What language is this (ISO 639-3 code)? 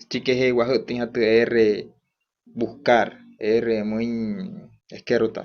guc